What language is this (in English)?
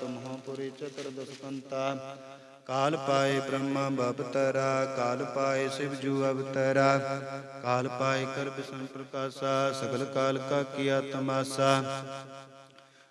Punjabi